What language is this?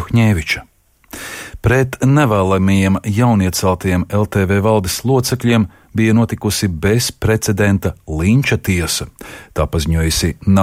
Latvian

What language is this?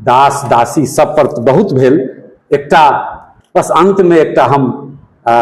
Maithili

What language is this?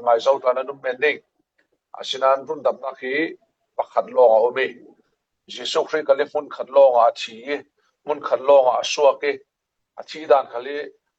Falam Chin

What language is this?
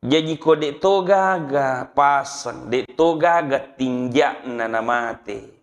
Buginese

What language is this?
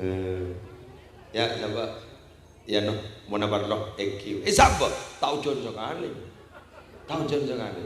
Madurese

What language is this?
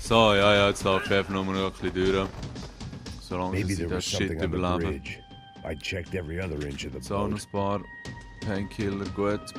Swiss German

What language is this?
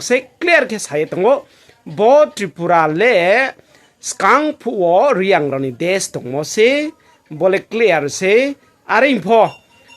Riang (India)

